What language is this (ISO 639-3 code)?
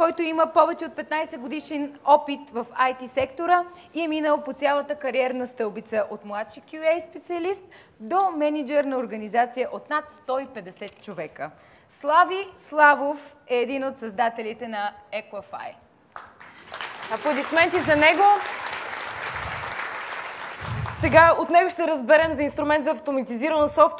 bul